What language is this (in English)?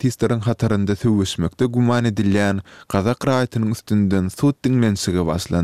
Turkmen